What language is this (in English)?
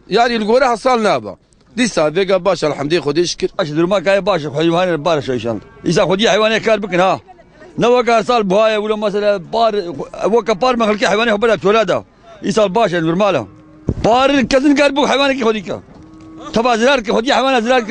Kurdish